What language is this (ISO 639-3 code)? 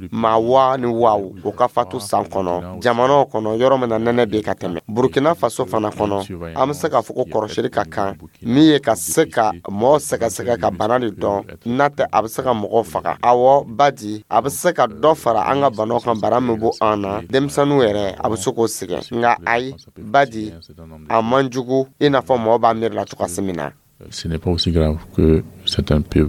dyu